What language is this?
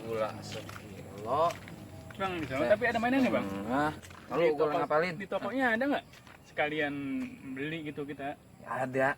Betawi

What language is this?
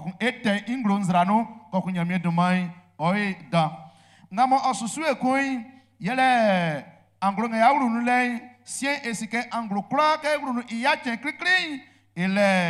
Baoulé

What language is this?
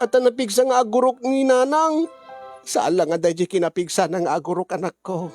Iloko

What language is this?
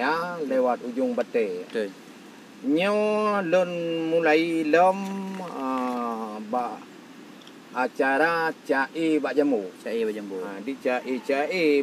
Achinese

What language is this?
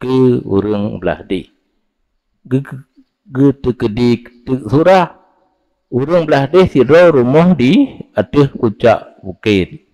Achinese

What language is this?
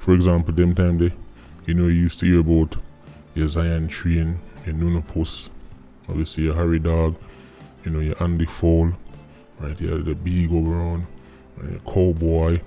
Jamaican Creole English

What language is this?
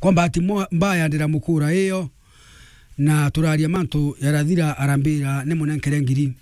Meru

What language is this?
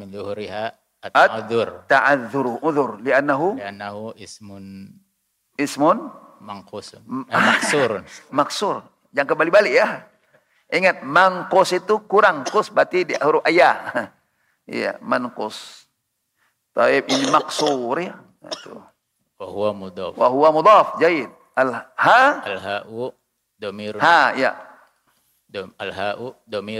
Indonesian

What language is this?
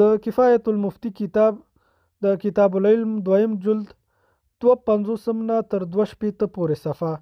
Pashto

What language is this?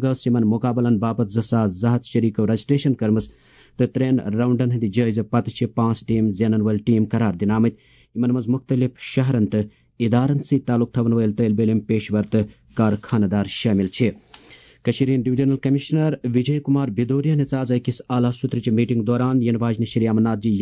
Kashmiri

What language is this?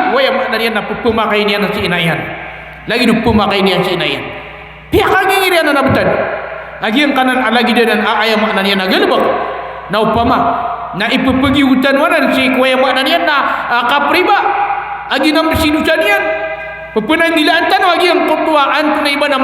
Maranao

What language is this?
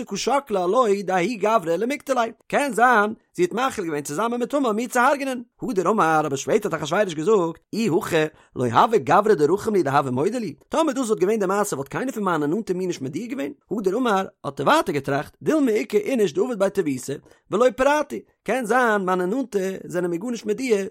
Yiddish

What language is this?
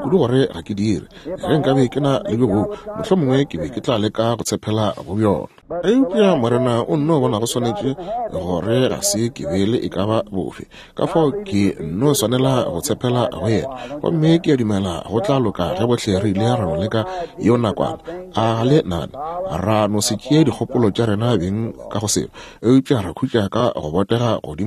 Northern Sotho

